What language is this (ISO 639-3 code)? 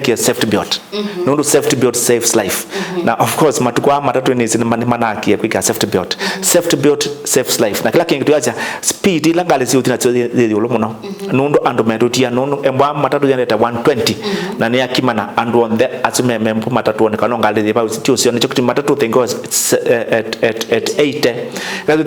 kam